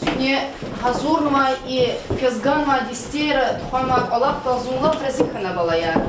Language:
Lezghian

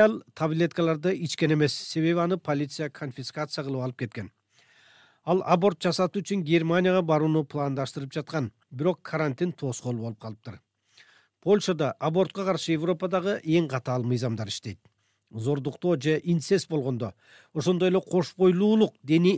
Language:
Kyrgyz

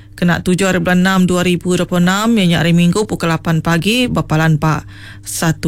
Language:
Iban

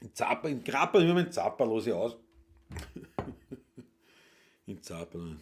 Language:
Bavarian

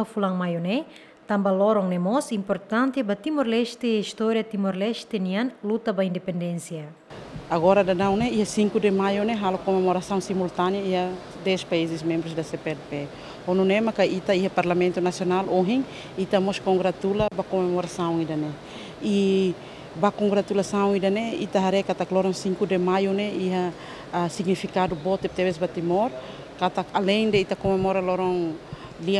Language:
Tetum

